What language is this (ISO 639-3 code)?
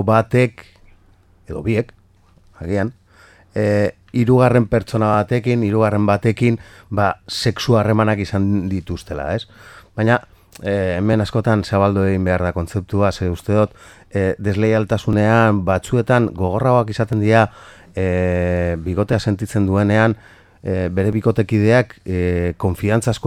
eus